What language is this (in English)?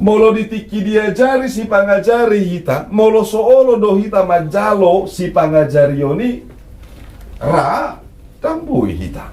Batak Toba